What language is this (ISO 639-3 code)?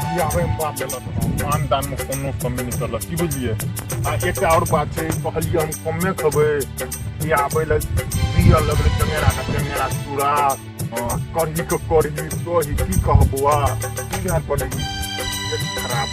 mai